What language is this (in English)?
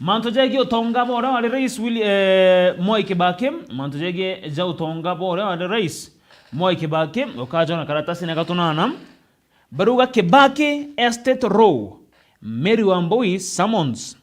Meru